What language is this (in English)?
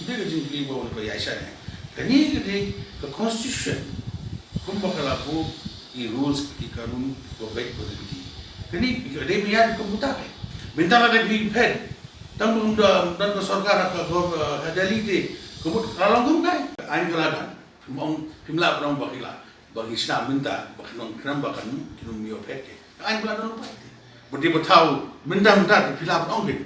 Khasi